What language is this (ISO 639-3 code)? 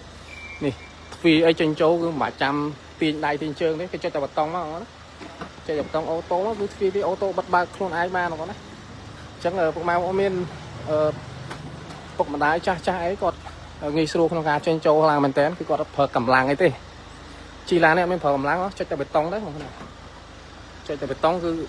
khm